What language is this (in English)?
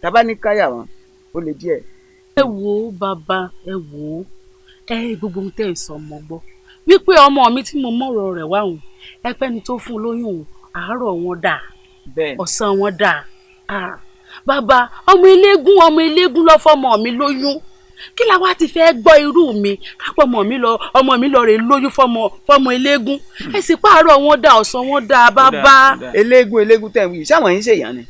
Yoruba